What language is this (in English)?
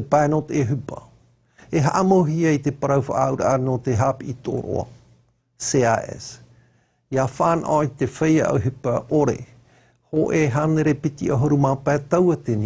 Tahitian